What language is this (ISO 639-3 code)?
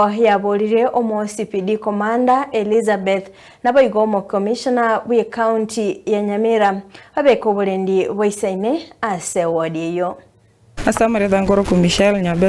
guz